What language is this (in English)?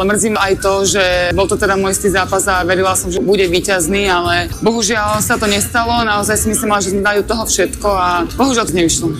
Slovak